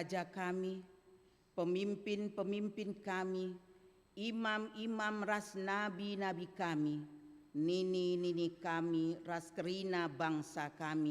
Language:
Batak Karo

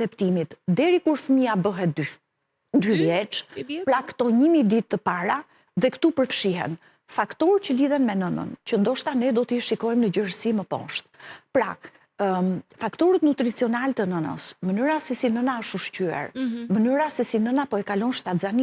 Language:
Albanian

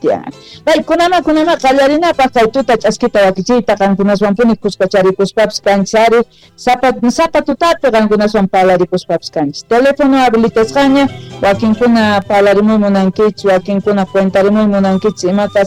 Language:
South Bolivian Quechua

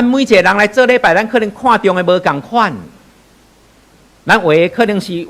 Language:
Min Nan Chinese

